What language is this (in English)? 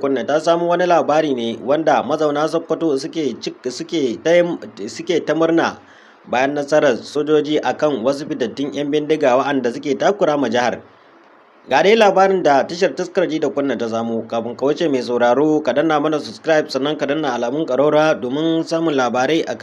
Hausa